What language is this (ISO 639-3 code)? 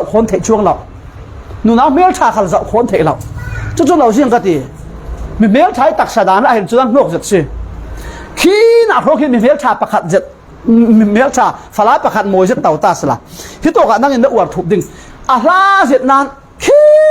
cfm